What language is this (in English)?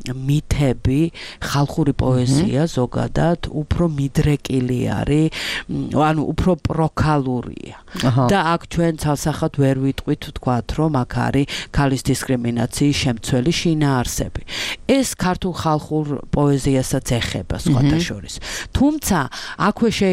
Georgian